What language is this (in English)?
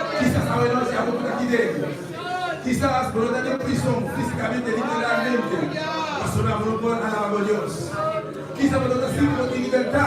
Papiamento